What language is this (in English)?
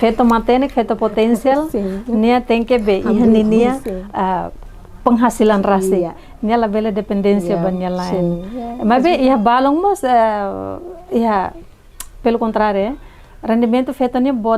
Tetum